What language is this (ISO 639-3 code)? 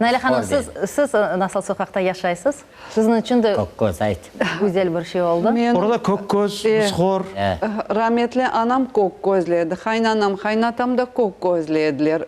crh